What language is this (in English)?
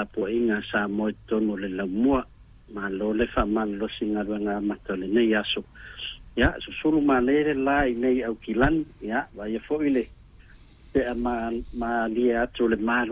Samoan